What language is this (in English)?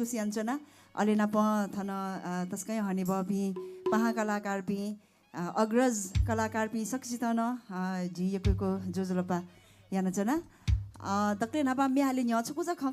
Newari